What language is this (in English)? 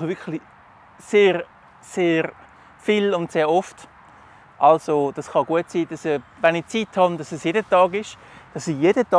Swiss German